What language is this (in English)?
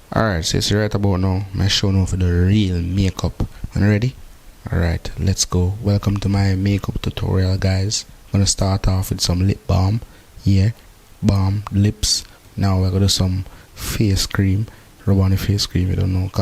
Jamaican Creole English